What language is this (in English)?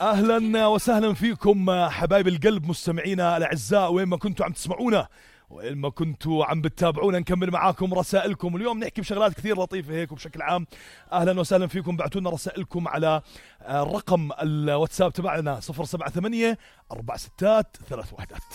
North Levantine Arabic